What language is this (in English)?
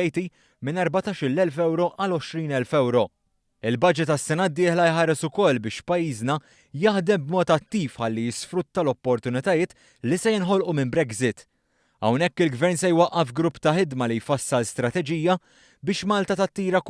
Maltese